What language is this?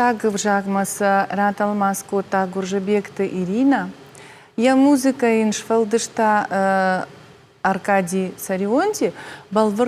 Ossetic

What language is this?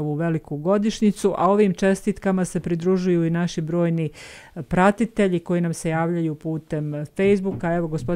Bosnian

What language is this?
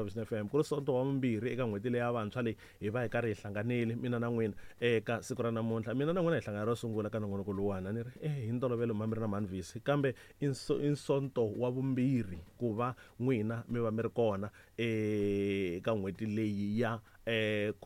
Tsonga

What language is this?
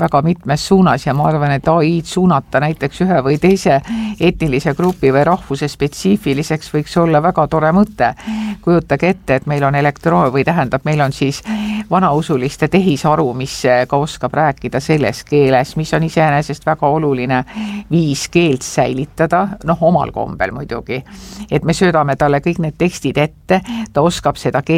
Estonian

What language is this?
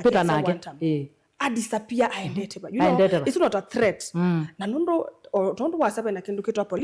Kamba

